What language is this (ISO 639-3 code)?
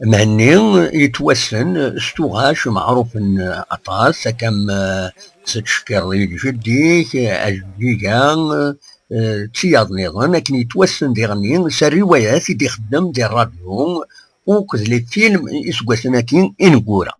kab